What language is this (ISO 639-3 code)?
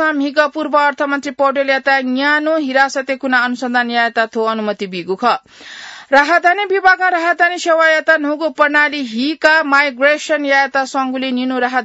new